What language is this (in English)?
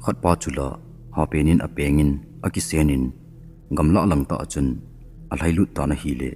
Thado Chin